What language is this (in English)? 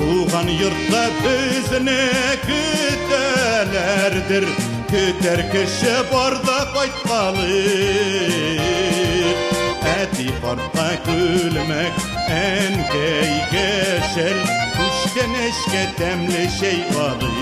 Bashkir